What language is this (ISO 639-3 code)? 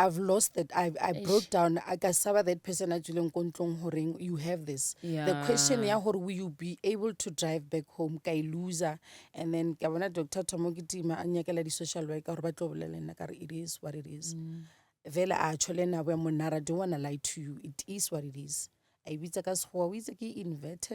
nso